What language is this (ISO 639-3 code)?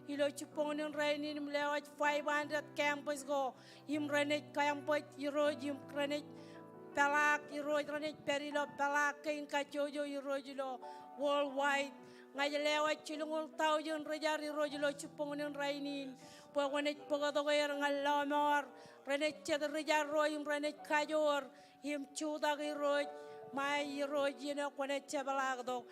mah